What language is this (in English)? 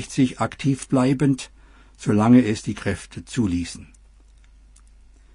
German